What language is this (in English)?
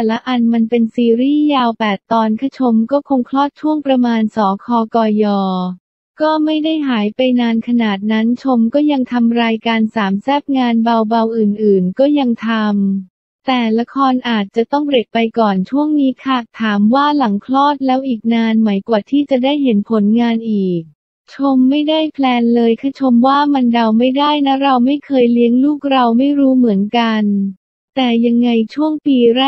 Thai